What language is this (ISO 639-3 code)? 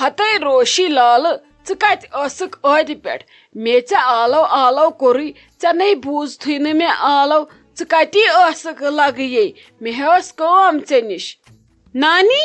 kas